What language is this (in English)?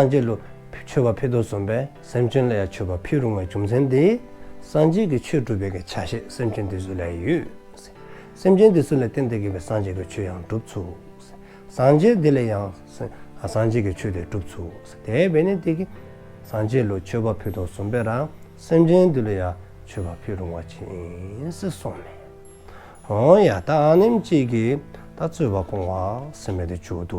Dzongkha